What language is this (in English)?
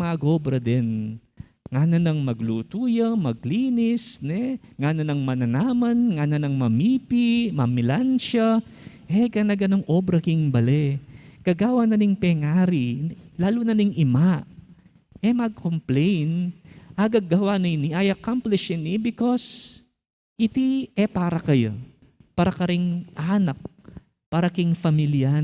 Pampanga